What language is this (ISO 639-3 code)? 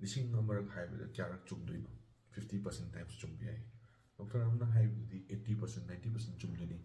mni